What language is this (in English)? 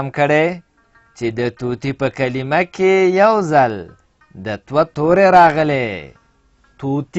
Pashto